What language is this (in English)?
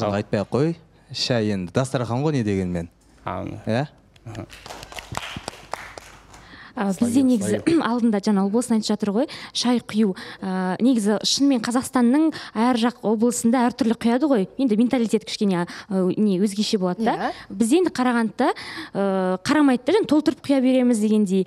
Kazakh